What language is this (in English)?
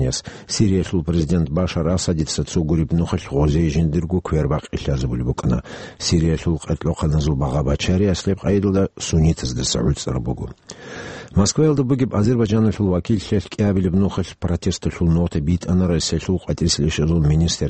Avaric